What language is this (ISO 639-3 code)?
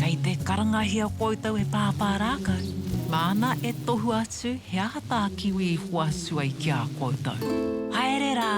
mri